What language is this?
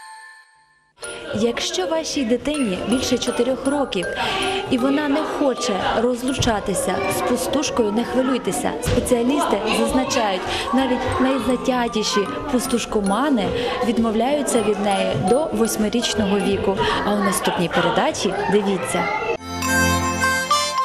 Ukrainian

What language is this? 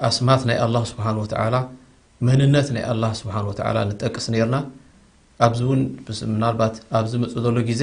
Tigrinya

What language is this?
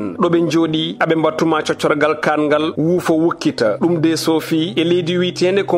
Fula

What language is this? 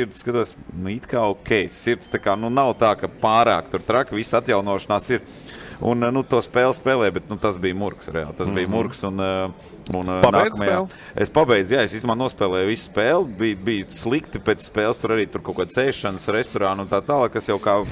Latvian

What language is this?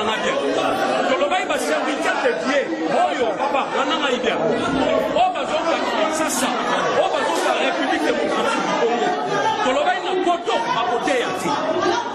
Lingala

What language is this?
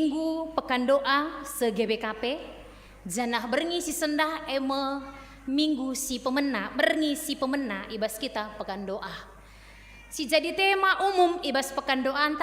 Batak Karo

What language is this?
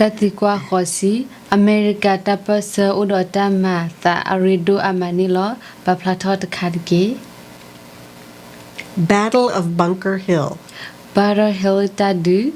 S'gaw Karen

